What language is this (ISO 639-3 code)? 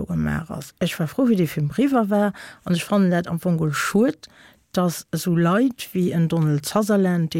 ltz